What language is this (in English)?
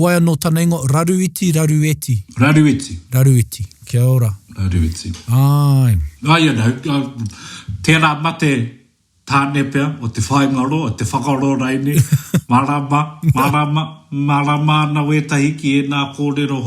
Māori